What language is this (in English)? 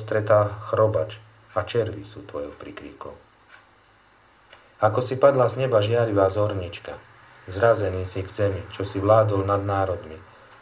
Slovak